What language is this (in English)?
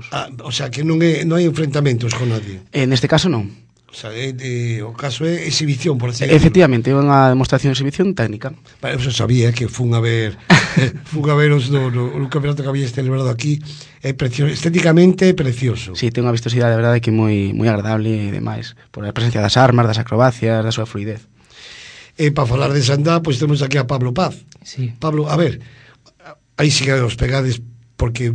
Galician